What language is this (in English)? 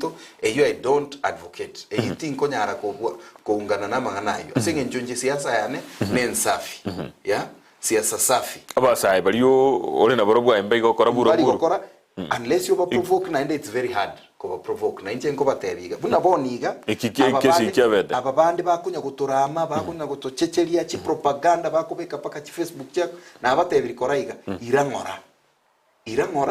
Gusii